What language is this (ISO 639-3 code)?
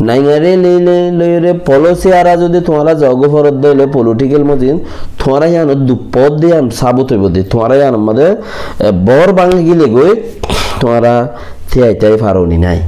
rhg